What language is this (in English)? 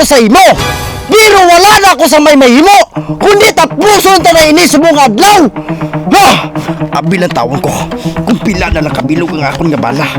Hiligaynon